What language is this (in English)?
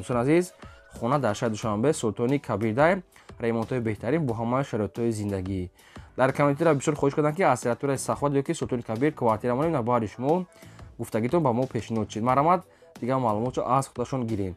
Tajik